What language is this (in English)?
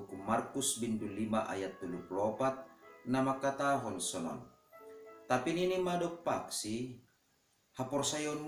Batak Simalungun